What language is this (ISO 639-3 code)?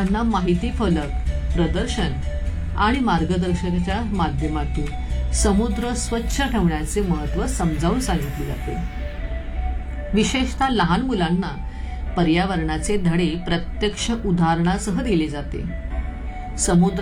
mar